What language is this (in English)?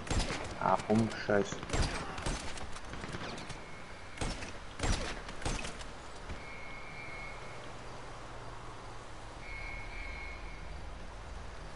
German